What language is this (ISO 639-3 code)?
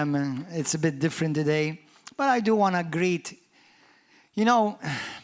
eng